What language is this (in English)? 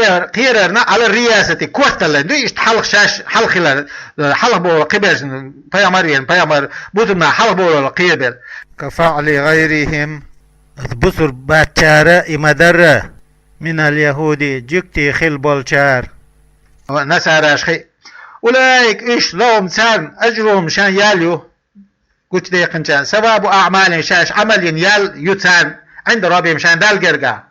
Chechen